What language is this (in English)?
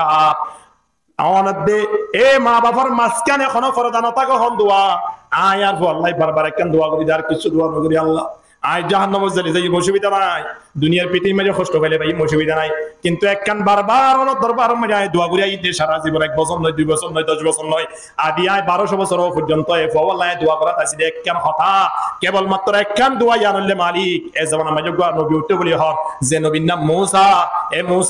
Rohingya